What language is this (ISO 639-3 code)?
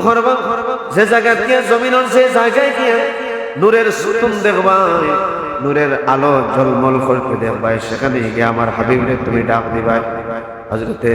syl